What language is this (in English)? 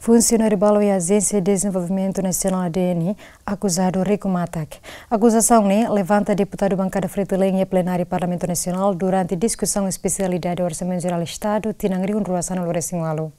Tetum